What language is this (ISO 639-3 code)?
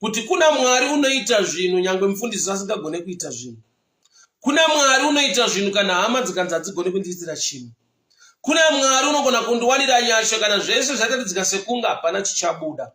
sna